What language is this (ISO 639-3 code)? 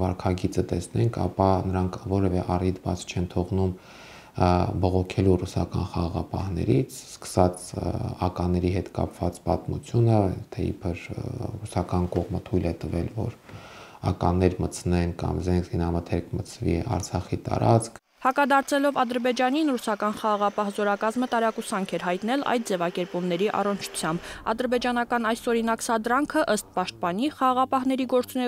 hye